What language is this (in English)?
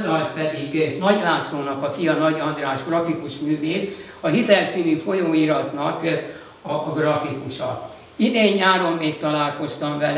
Hungarian